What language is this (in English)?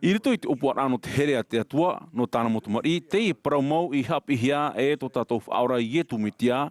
Tahitian